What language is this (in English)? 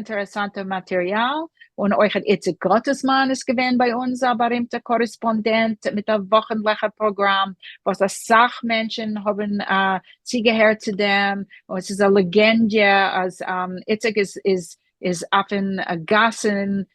Yiddish